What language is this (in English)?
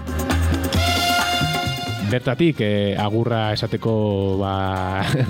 Basque